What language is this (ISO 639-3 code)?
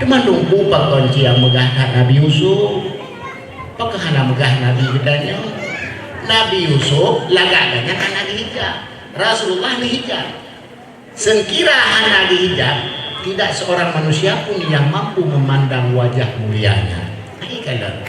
ace